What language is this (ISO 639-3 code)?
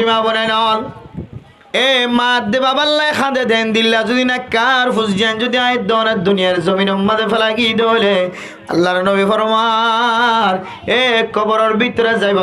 rhg